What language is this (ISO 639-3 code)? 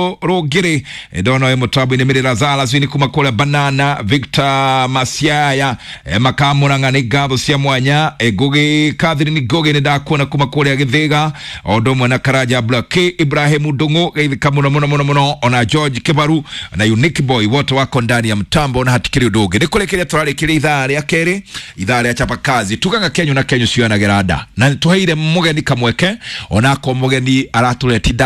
kik